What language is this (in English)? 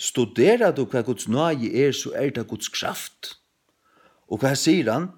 Faroese